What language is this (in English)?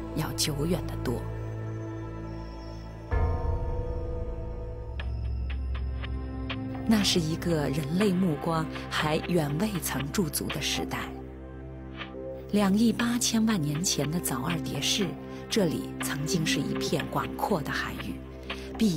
Chinese